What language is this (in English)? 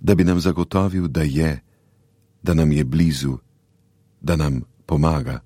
Slovenian